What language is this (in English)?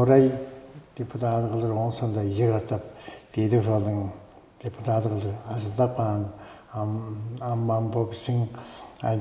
Tuvinian